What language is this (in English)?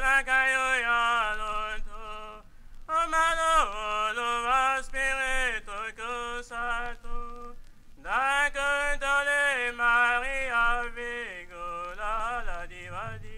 Tetela